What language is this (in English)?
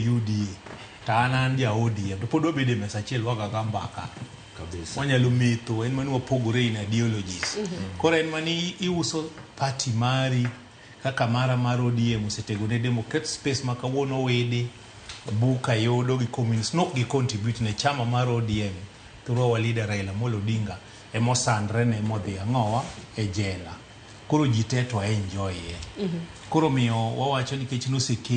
Luo (Kenya and Tanzania)